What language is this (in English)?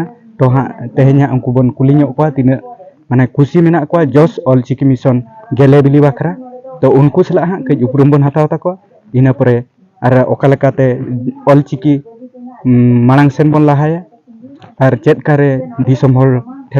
Santali